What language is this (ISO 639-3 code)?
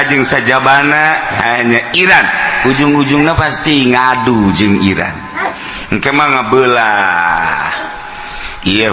sun